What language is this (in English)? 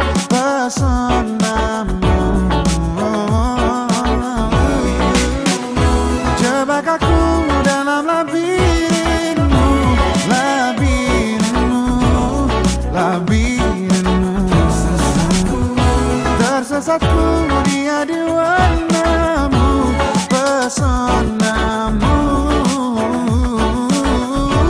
Indonesian